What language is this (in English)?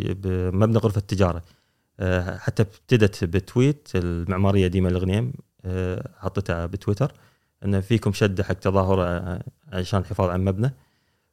Gulf Arabic